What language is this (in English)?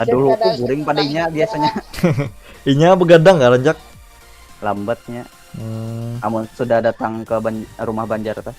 Banjar